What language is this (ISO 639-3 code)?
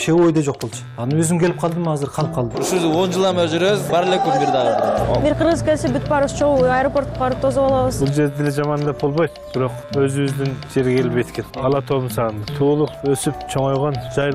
kir